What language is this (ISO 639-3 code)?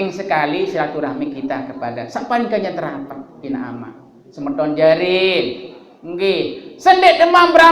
sas